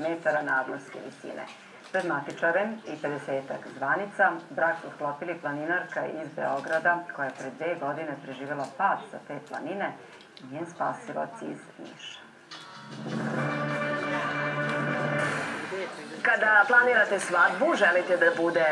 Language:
Serbian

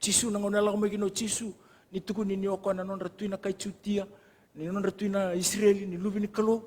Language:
Fijian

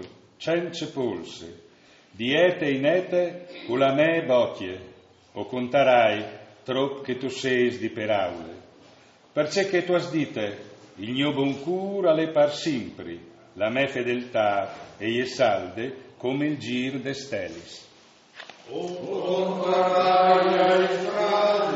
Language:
Friulian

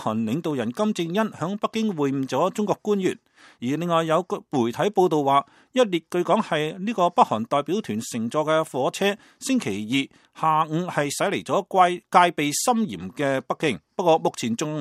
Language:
Cantonese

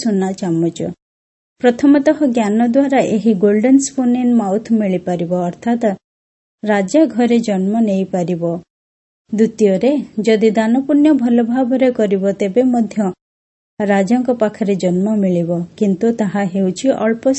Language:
Odia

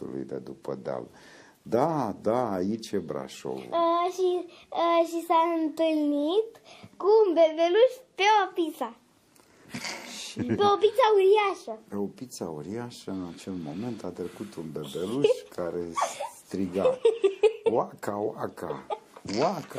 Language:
Romanian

